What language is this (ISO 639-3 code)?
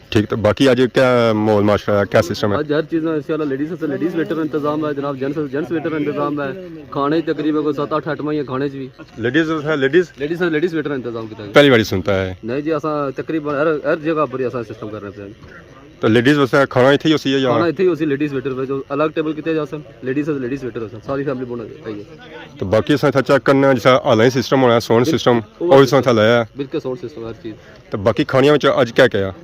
phr